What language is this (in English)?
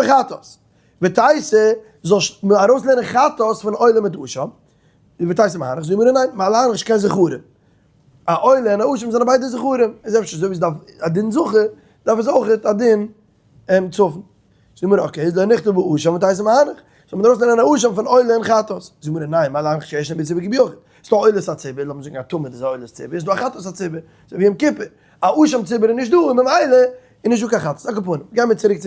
Yiddish